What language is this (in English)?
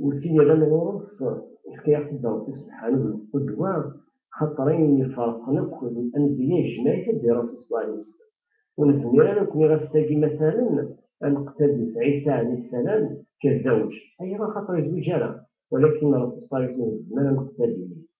Kabyle